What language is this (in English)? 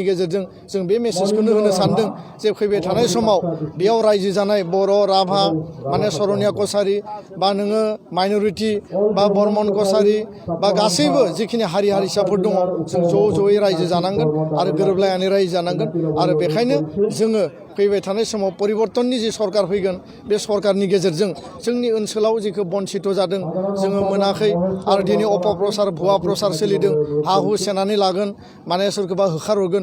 Bodo